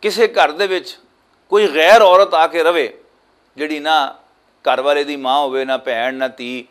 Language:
Western Panjabi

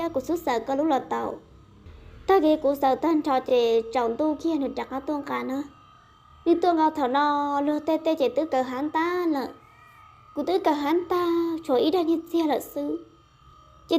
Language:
Hmong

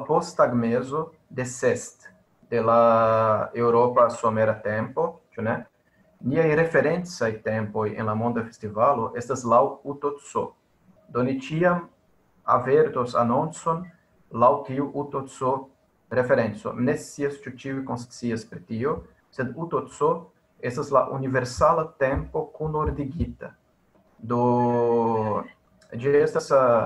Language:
Esperanto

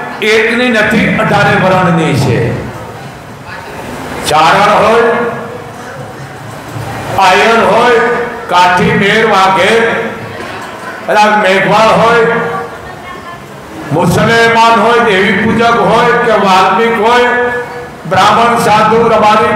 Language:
Gujarati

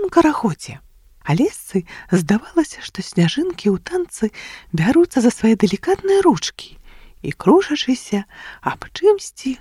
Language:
Belarusian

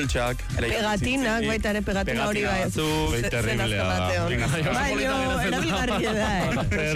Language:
Basque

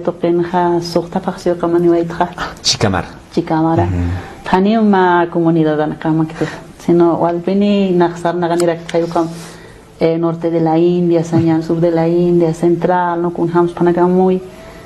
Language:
Aymara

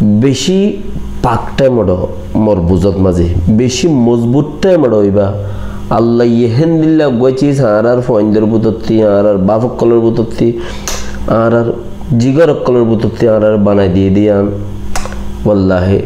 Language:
Rohingya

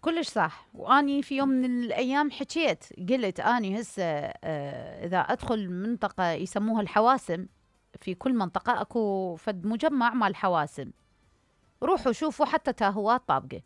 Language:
Mesopotamian Arabic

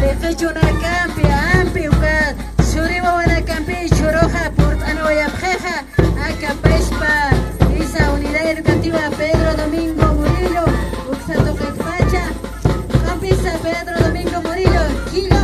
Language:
Aymara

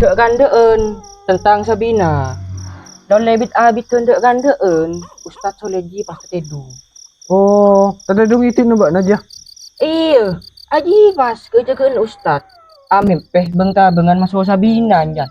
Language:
Madurese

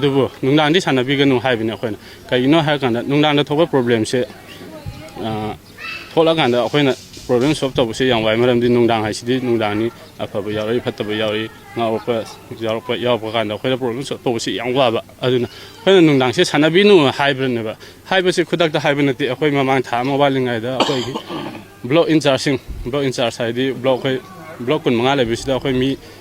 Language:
Manipuri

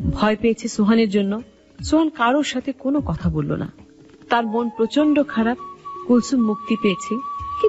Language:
Bangla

